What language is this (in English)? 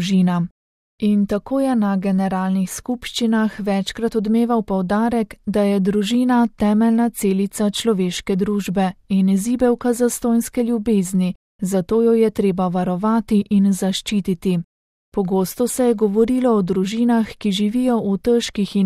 Slovenian